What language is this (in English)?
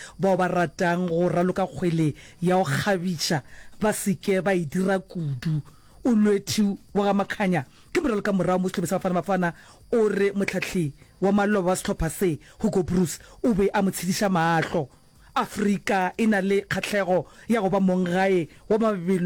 Northern Sotho